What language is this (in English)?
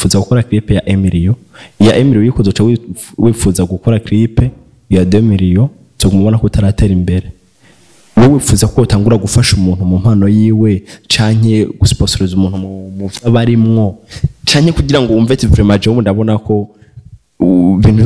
Rundi